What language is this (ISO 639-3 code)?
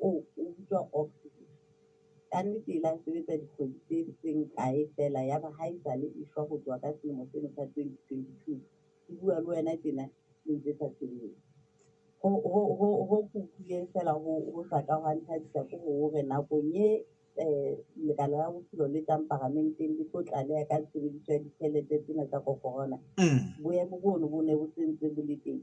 sot